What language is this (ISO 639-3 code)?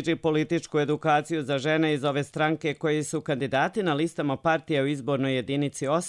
srp